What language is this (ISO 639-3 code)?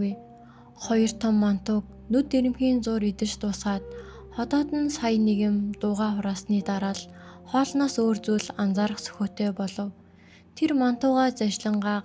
mon